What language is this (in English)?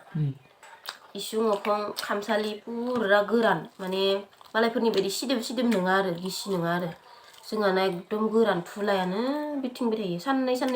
Bodo